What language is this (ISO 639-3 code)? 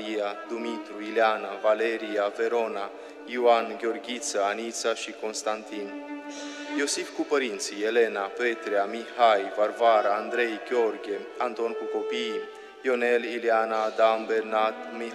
ron